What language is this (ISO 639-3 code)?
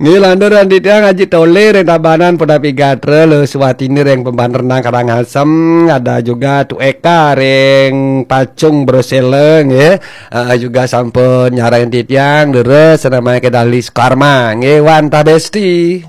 ban